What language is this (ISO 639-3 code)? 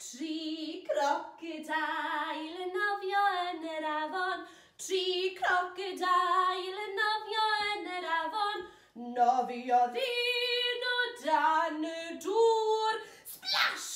cym